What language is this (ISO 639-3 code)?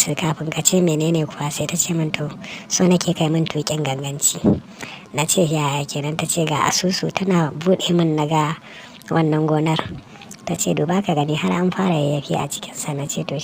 hau